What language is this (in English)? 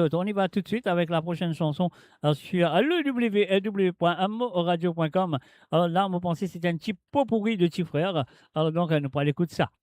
Morisyen